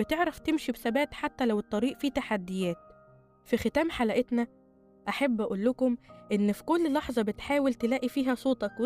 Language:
Egyptian Arabic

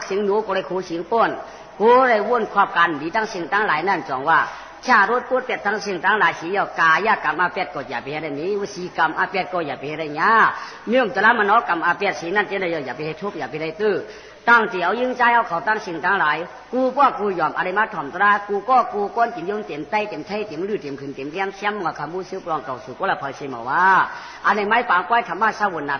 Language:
Shan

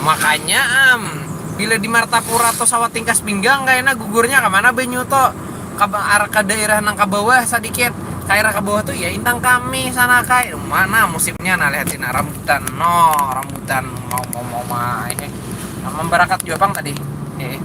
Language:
Banjar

